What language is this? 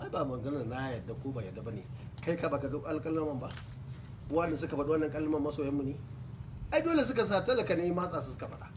Hausa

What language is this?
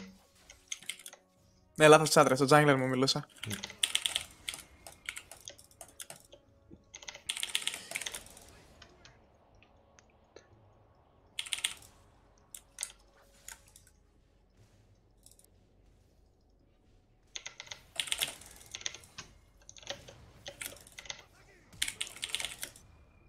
Greek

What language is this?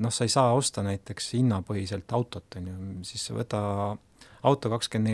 Estonian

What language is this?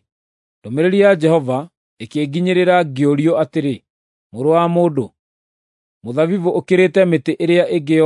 Kikuyu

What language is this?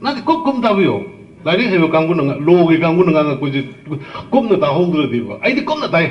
Manipuri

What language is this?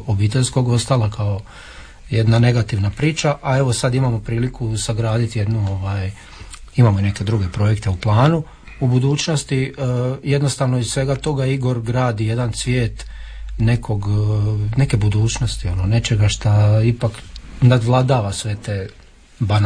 Croatian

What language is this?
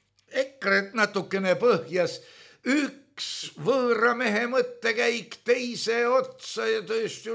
Estonian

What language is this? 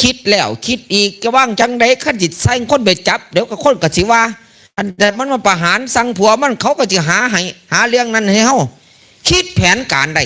Northeastern Thai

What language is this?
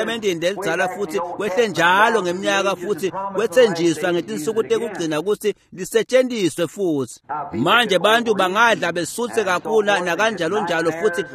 Swati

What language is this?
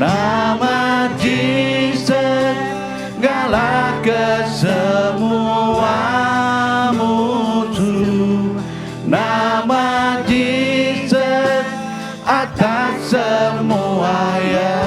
Iban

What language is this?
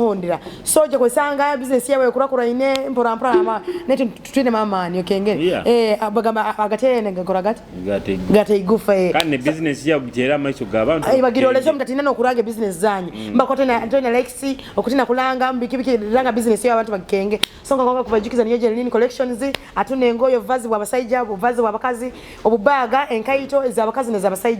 Nyoro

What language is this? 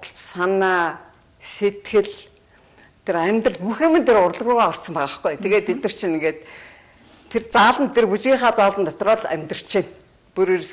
Mongolian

